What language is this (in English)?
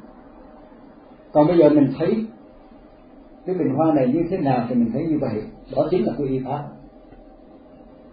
Vietnamese